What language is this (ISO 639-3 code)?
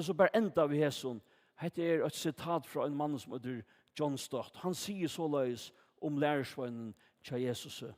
fao